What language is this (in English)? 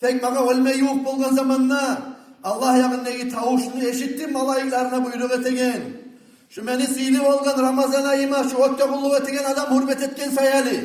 Kumyk